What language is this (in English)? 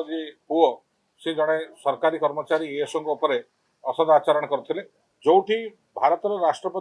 Odia